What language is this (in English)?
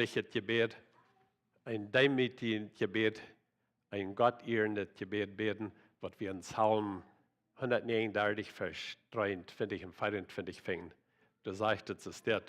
Plautdietsch